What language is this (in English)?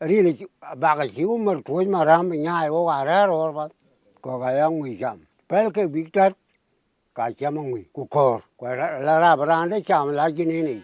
Dinka